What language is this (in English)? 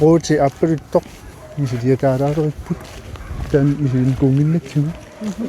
Kalaallisut